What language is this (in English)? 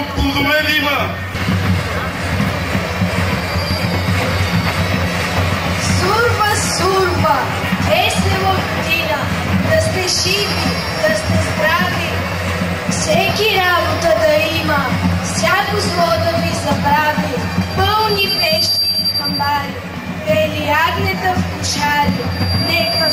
Bulgarian